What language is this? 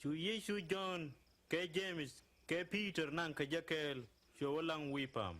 Nuer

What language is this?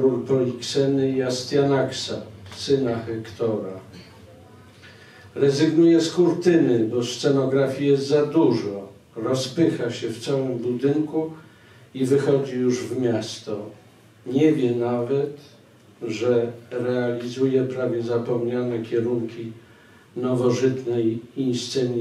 Polish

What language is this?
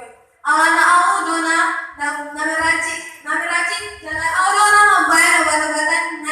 Batak Toba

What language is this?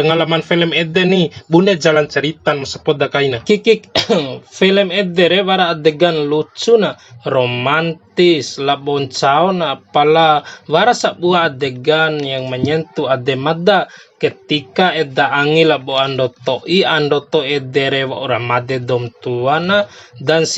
Bima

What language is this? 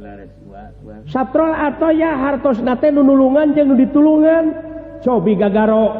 Sundanese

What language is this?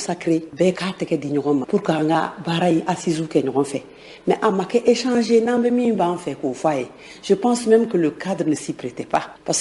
Bambara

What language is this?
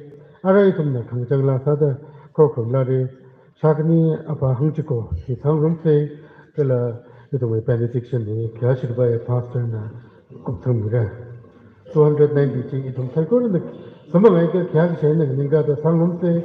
Tangkhul Naga (India)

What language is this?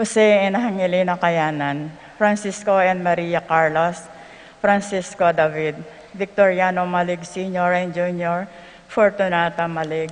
Pampanga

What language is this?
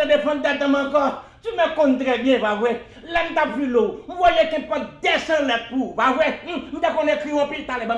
Haitian Creole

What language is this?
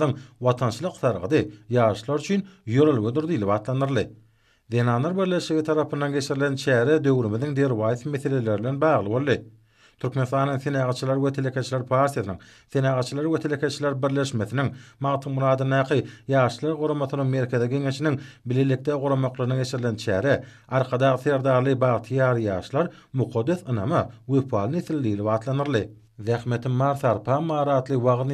Turkmen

